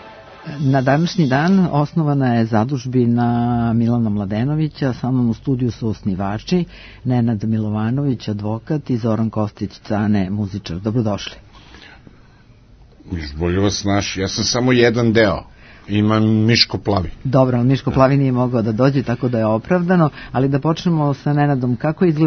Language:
Serbian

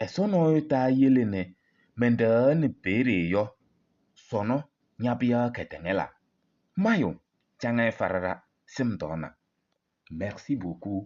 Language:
Kabiyè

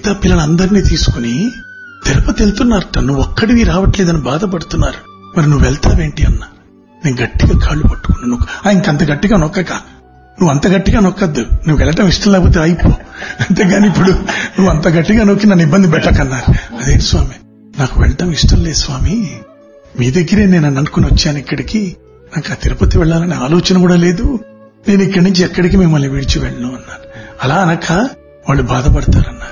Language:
Telugu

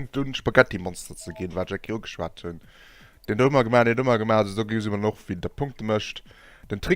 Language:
Luxembourgish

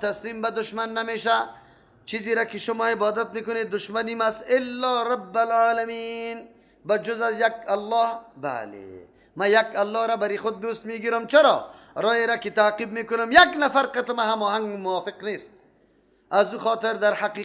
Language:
Persian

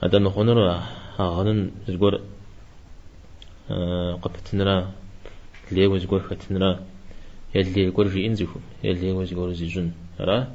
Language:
Kabardian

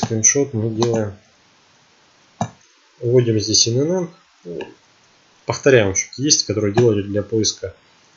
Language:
Russian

